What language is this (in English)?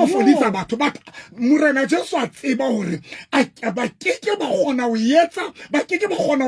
Southern Sotho